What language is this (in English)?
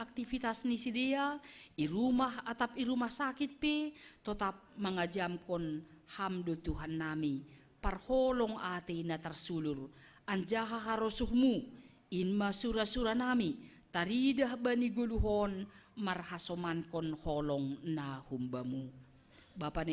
Batak Simalungun